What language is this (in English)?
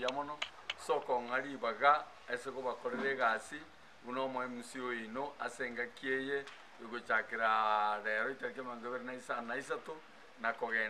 Gusii